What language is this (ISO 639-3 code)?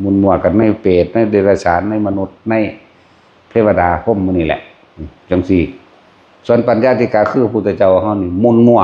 tts